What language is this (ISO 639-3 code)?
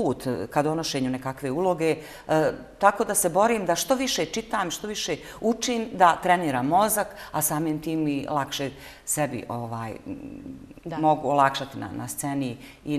bos